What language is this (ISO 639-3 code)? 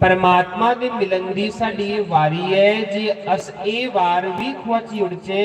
doi